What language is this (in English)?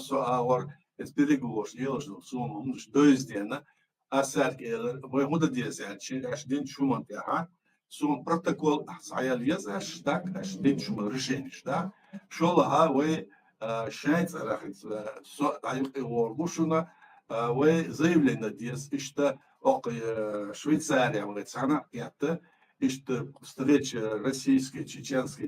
Chechen